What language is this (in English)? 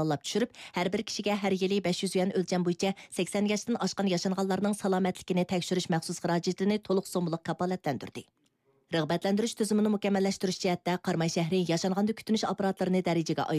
Uyghur